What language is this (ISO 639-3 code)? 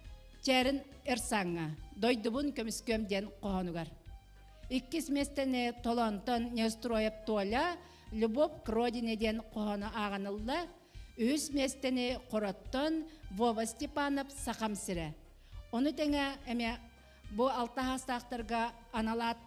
sah